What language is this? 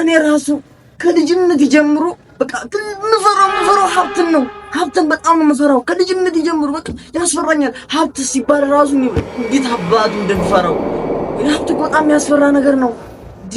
Amharic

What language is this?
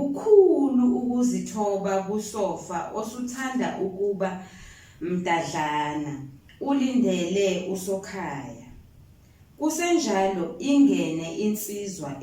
Zulu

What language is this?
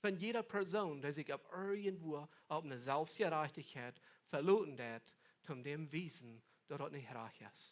Plautdietsch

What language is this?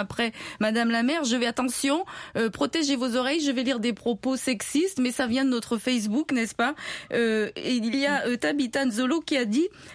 French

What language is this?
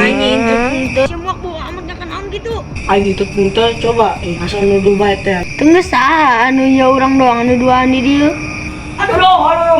Sundanese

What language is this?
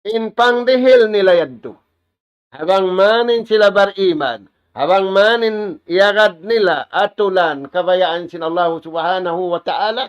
Tausug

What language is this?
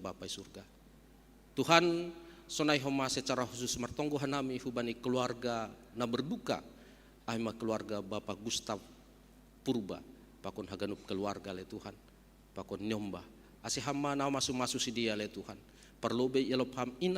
Batak Simalungun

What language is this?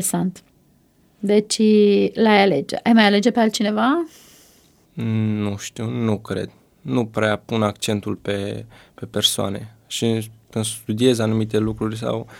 Romanian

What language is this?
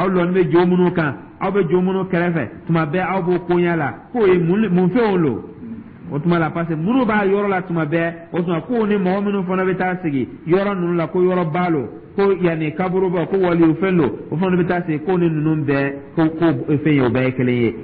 Dyula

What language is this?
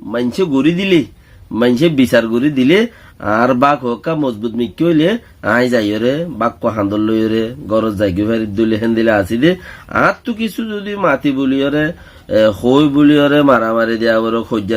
Rohingya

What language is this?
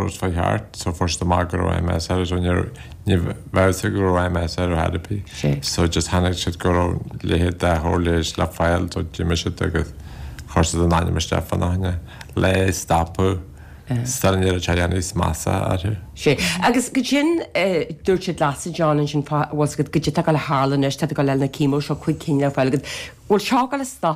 Irish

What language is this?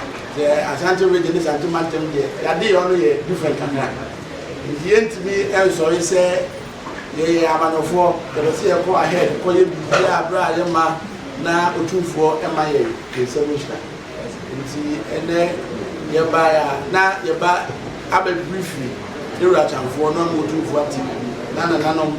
Akan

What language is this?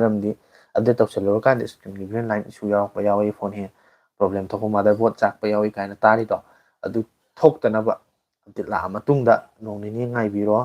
Manipuri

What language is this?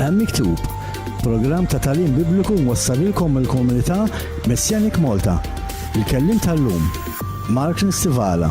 Maltese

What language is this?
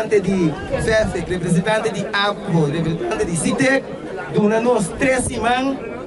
Papiamento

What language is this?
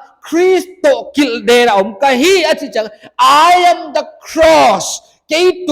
Paite Chin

